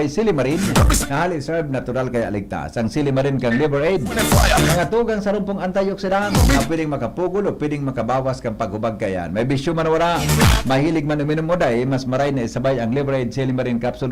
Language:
Bikol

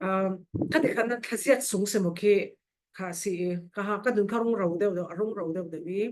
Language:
Falam Chin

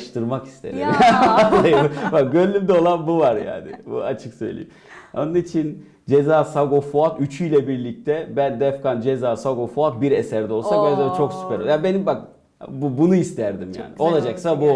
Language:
Turkish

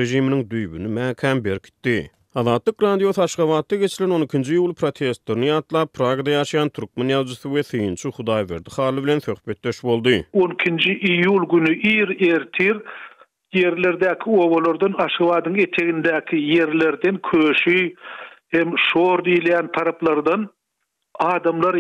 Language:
Turkmen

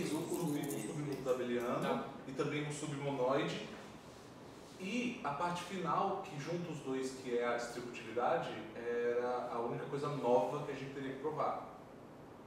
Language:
Portuguese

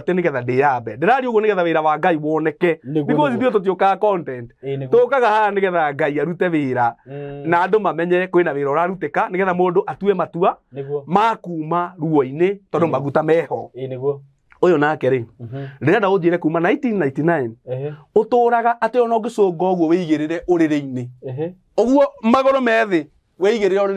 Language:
Kikuyu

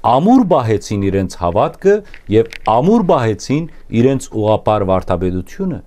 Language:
Western Armenian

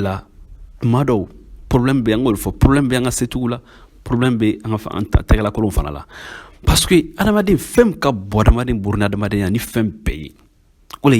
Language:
Bambara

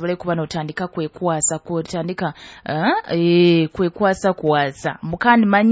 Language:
Nyoro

